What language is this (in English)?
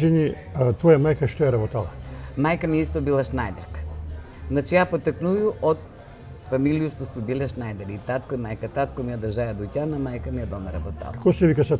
Macedonian